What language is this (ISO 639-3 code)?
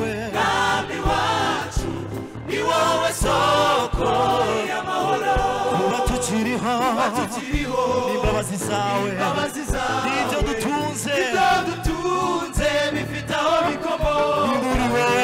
kin